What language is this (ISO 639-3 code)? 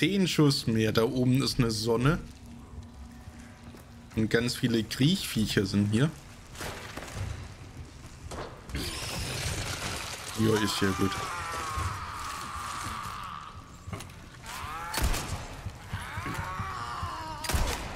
deu